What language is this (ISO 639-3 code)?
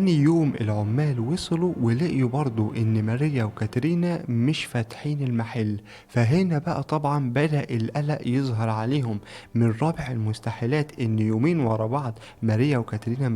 arz